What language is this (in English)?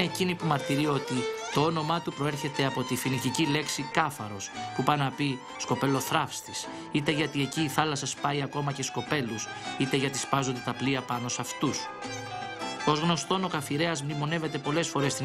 Greek